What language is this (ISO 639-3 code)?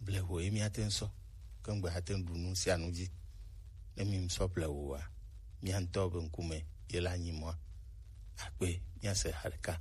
gej